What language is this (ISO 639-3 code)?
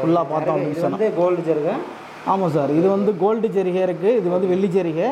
tam